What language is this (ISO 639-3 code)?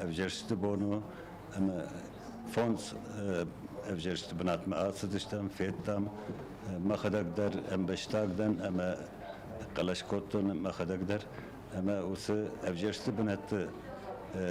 oss